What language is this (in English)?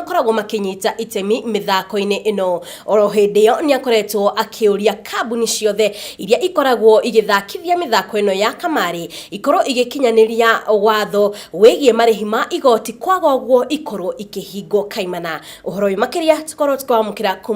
Kikuyu